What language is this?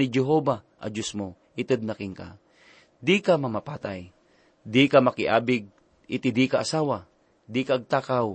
Iloko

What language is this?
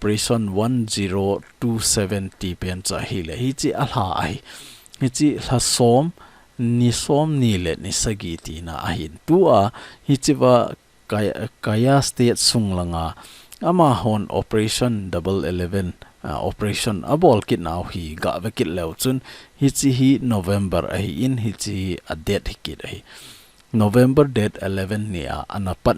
Thado Chin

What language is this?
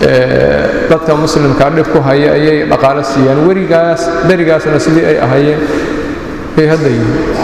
Somali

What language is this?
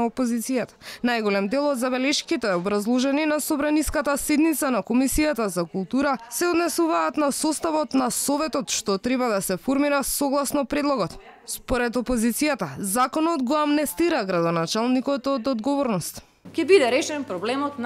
Macedonian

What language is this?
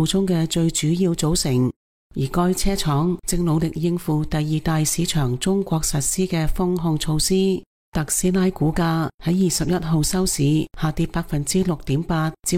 Cantonese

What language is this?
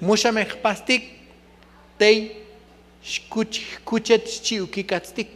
Tzotzil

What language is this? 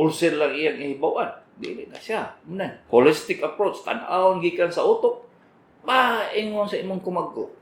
Cebuano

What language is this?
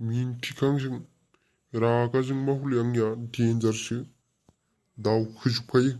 Bodo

